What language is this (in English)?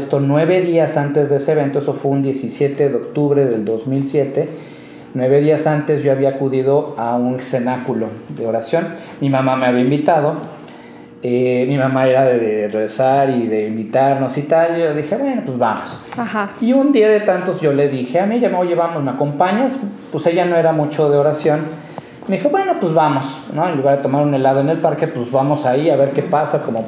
Spanish